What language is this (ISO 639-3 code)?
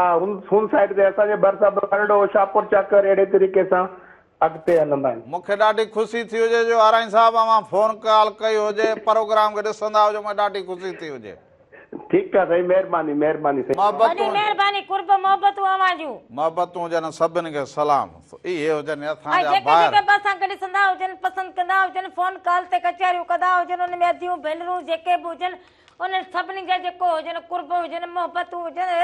snd